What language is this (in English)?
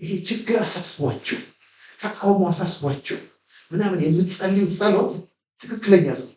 Amharic